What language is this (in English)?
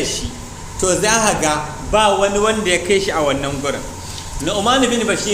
Hausa